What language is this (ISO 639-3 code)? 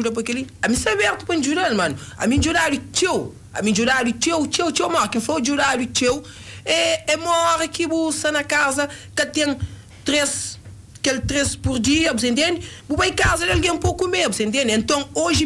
kea